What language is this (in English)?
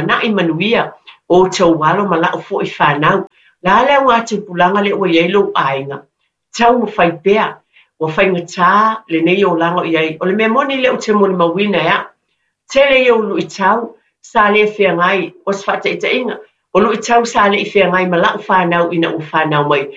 Samoan